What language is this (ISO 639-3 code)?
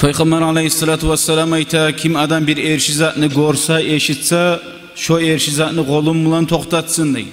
kum